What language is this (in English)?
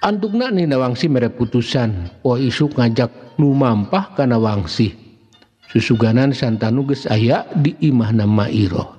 Sundanese